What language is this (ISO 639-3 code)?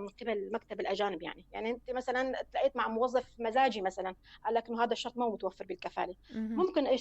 apc